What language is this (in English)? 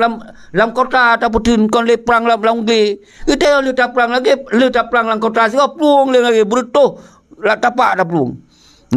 Achinese